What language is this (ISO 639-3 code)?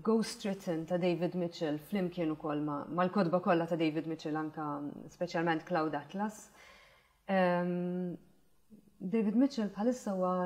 mlt